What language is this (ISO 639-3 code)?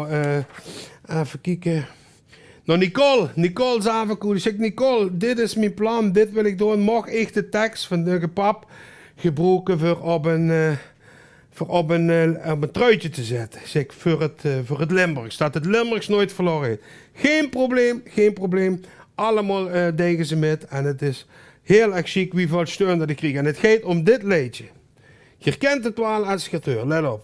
lim